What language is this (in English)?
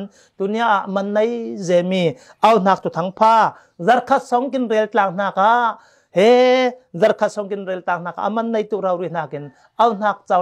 Falam Chin